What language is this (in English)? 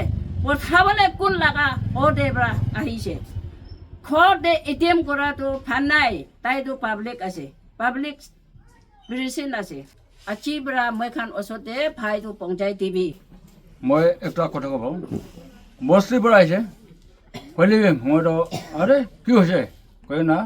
Naga Pidgin